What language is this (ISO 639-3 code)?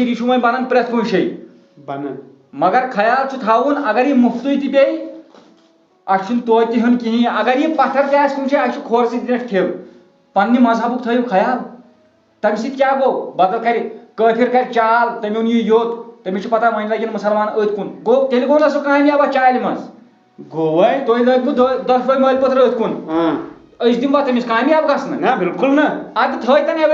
kas